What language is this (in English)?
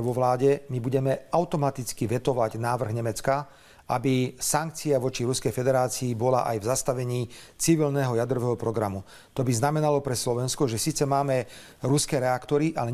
Slovak